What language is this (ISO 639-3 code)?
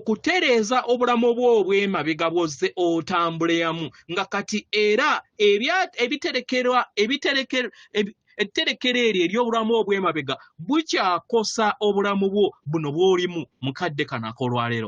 lug